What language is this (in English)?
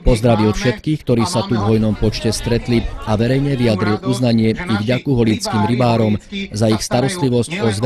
Slovak